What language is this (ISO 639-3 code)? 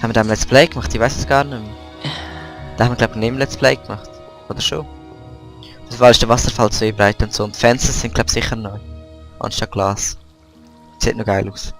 gsw